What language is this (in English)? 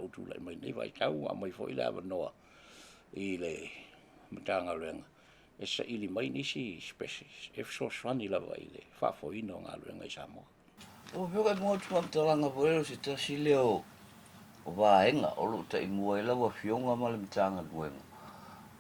Samoan